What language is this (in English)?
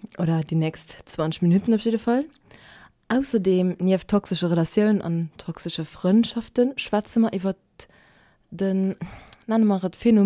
Luxembourgish